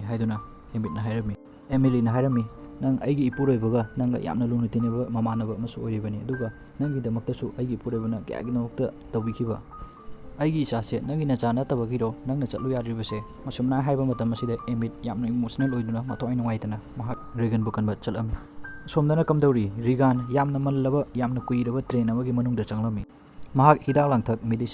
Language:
Manipuri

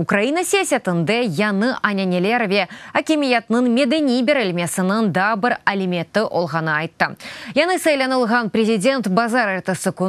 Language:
Crimean Tatar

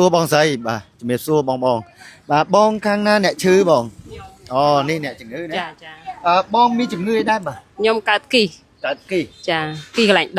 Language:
Khmer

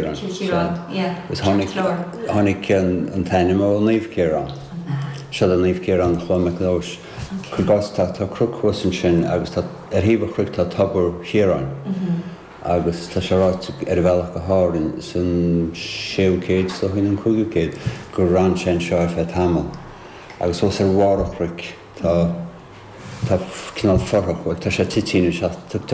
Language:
Irish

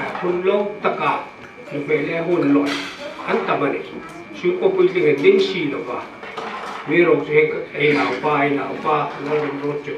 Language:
Hmar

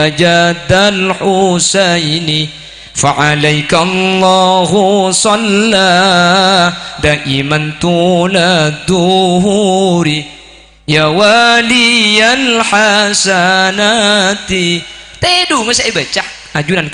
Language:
Madurese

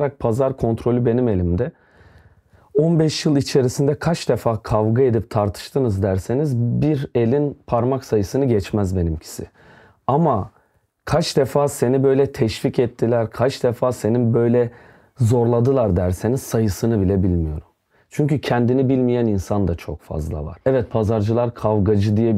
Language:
Turkish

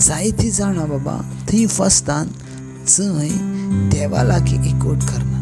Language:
Konkani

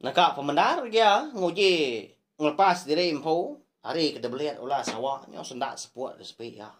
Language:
Iban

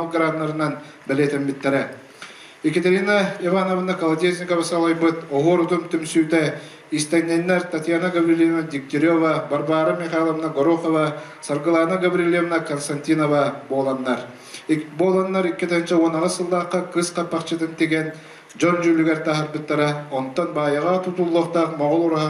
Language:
Yakut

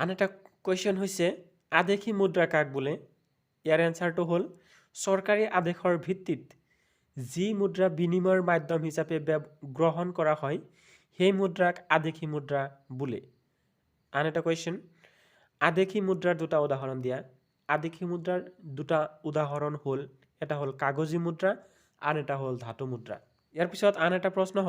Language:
Assamese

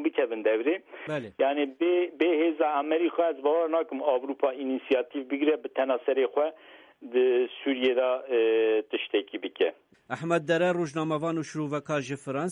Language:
Kurdish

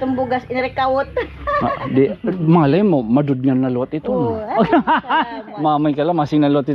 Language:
Waray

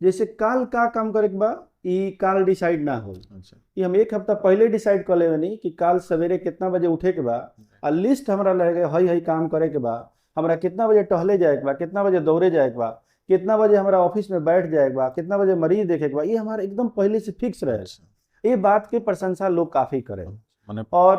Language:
Bhojpuri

